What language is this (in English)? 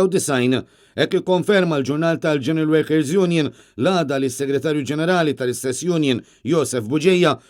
Maltese